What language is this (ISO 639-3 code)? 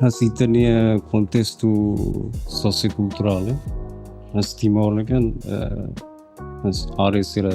tet